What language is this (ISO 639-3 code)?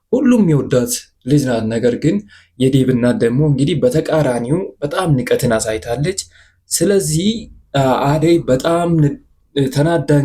amh